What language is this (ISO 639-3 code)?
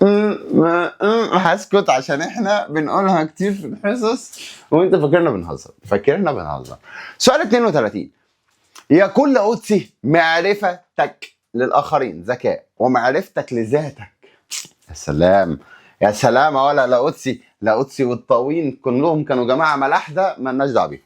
arz